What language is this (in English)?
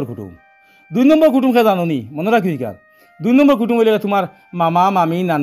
Sylheti